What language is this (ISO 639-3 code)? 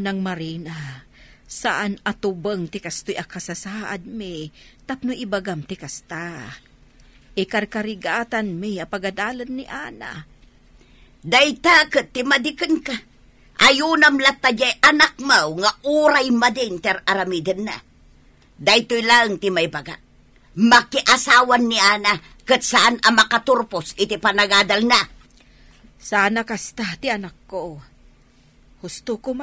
ilo